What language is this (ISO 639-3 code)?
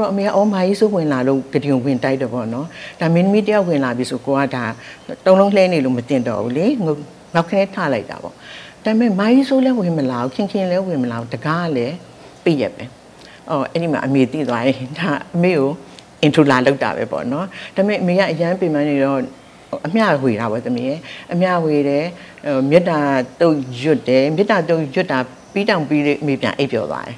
mya